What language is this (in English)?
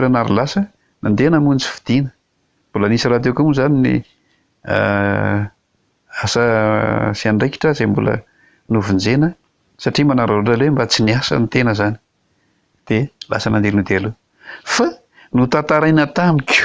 Malagasy